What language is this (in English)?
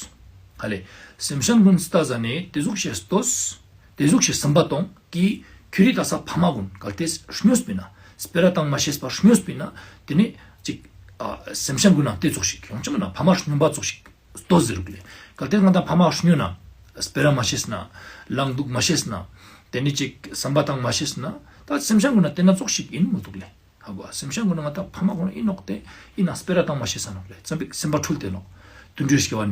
Ladakhi